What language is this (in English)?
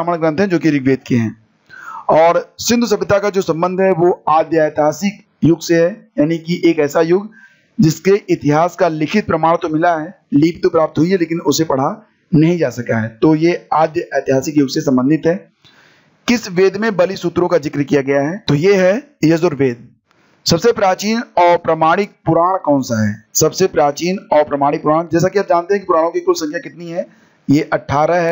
Hindi